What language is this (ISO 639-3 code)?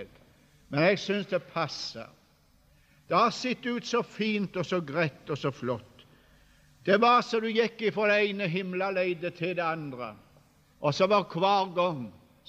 nor